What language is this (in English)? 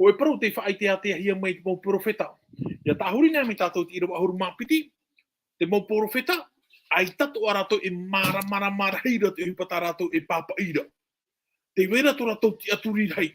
Tahitian